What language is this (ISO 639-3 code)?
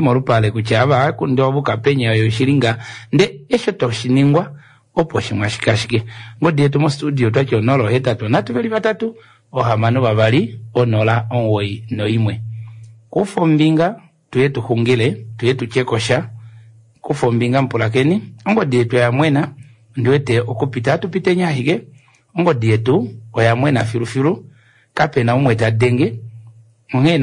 kua